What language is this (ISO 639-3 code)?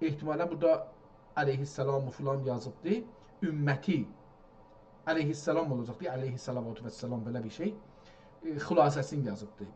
azb